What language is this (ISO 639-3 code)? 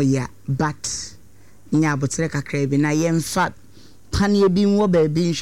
aka